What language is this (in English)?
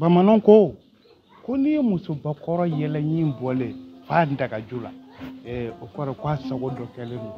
Bambara